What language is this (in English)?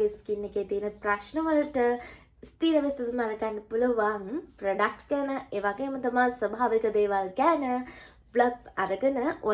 Sinhala